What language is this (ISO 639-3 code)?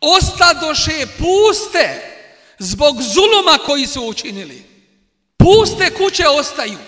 bos